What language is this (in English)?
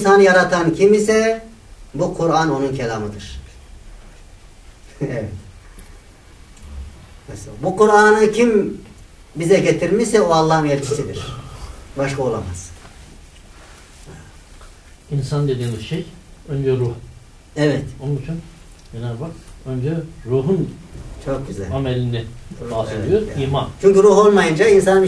Turkish